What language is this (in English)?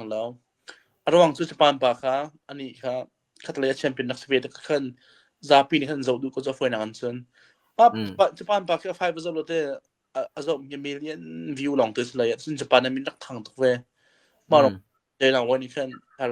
Hakha Chin